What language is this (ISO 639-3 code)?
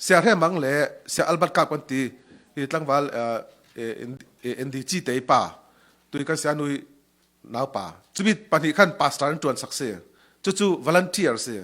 cfm